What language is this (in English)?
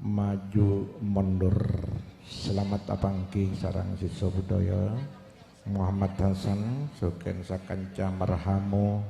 Madurese